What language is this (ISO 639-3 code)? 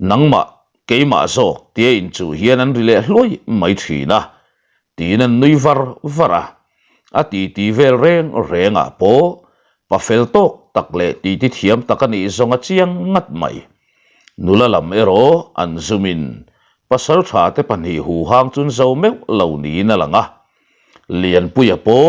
lus